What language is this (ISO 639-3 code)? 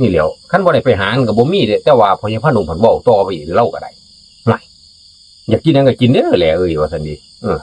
tts